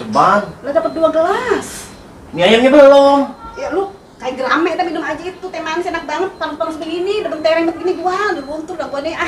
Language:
Betawi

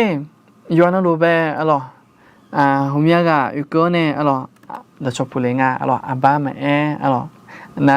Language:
Akha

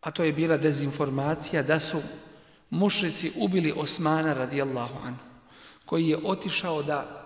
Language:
Bosnian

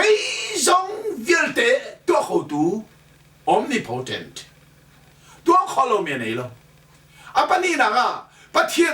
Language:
Hakha Chin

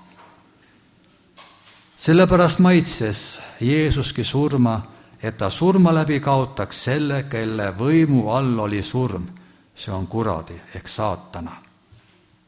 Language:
Estonian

